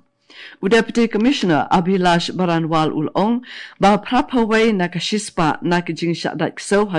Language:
Khasi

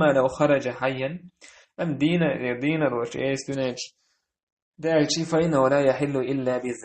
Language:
Chechen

